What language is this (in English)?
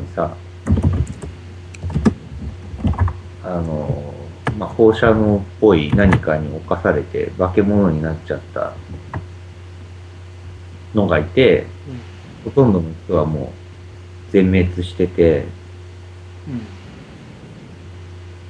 Japanese